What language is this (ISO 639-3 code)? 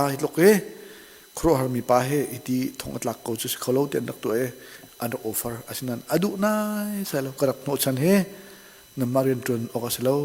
cnh